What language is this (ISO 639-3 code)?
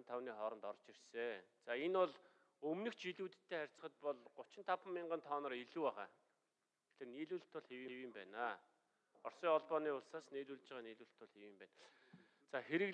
mon